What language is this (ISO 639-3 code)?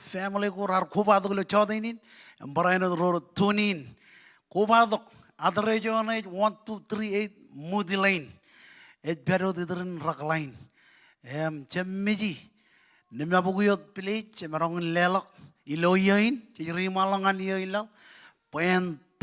mah